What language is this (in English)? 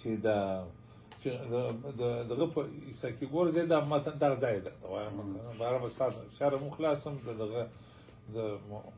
Pashto